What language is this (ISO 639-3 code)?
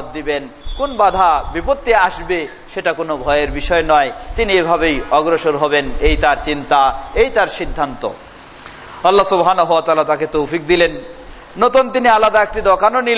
ben